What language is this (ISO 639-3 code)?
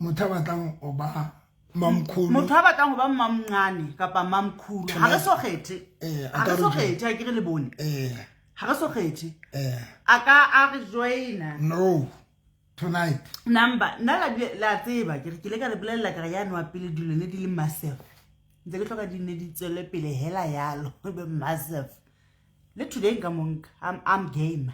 sot